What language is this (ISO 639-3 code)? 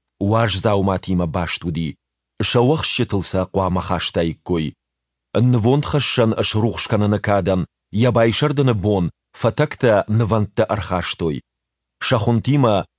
oss